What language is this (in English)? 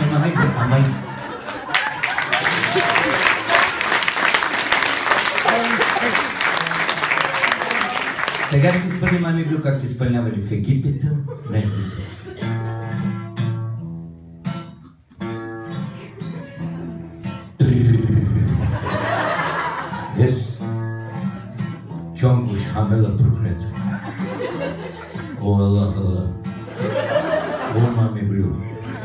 Bulgarian